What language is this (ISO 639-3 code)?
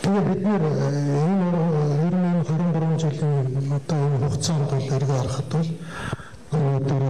mon